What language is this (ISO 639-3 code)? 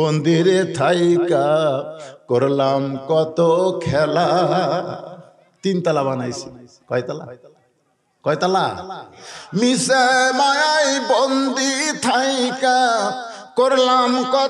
ben